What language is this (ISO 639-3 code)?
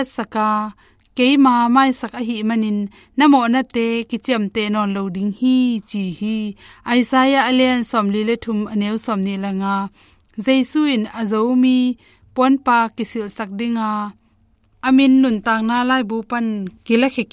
ctd